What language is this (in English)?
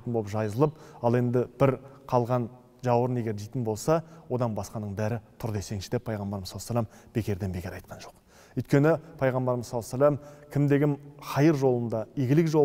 Kazakh